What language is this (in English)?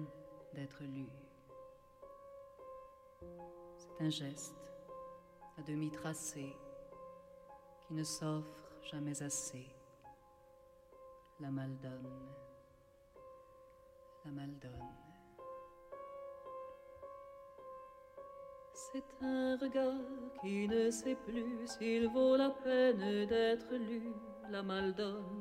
French